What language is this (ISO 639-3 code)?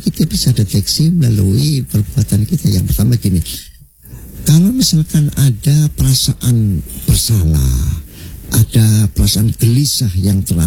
ind